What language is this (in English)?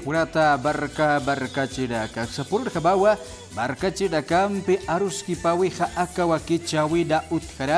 Aymara